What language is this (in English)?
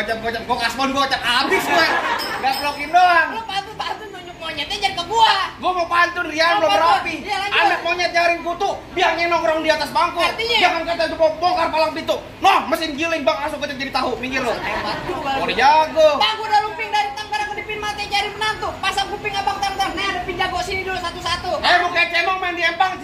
Betawi